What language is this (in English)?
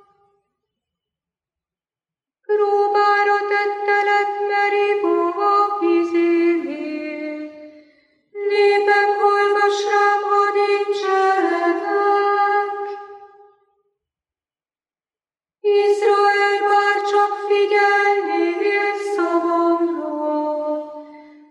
Hungarian